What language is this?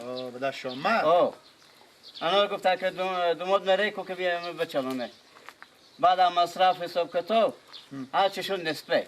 Persian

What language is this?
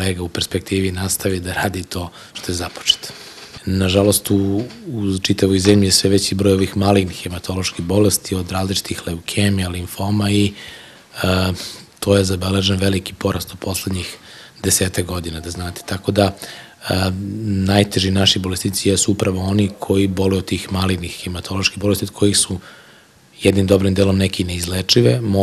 Serbian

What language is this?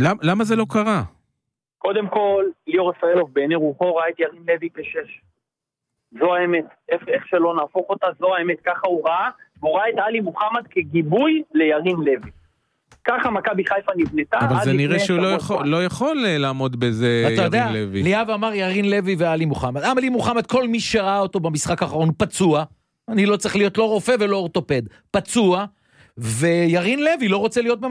Hebrew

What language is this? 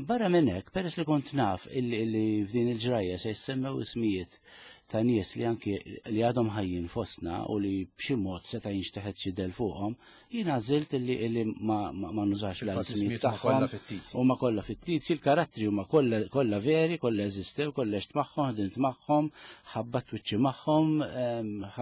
Maltese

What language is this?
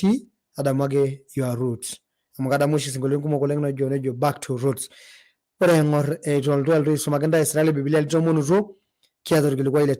Masai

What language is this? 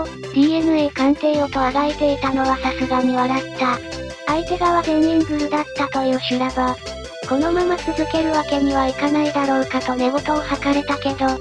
Japanese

